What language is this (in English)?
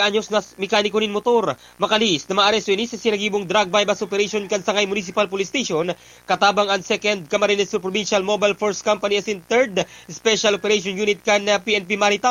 Bikol